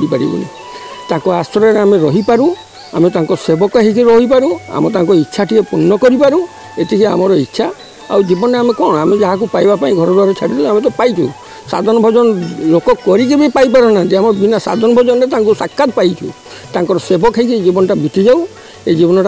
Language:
Odia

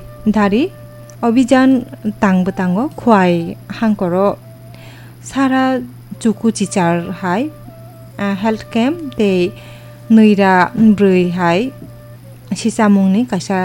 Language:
Kok Borok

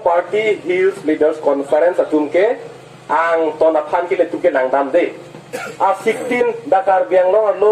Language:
Karbi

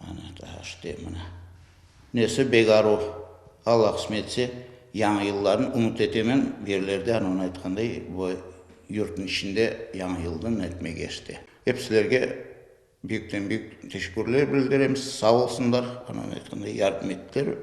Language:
Crimean Tatar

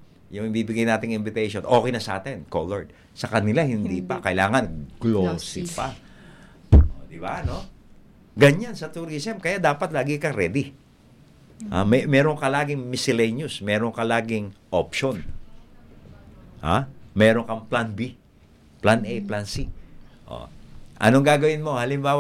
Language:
Filipino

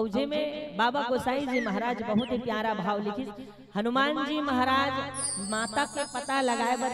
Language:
Chhattisgarhi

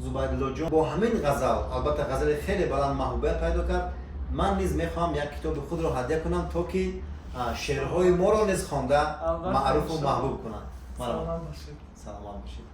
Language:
Tajik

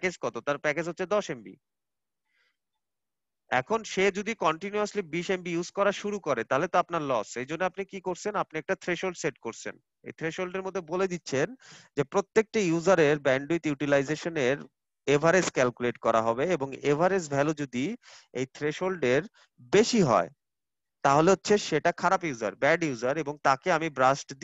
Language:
Bangla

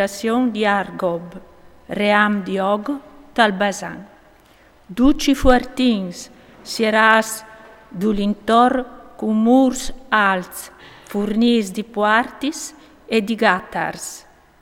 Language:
Friulian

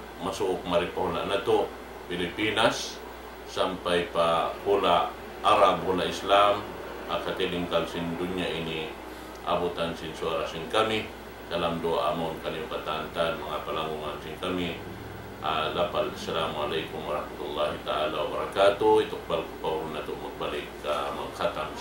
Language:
Tausug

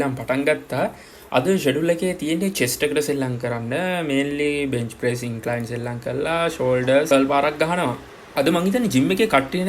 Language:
Sinhala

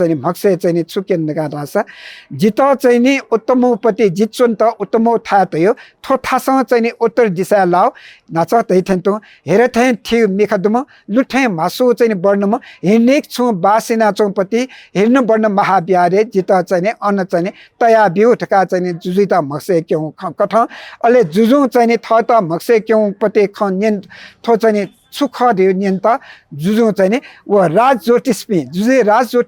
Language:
Newari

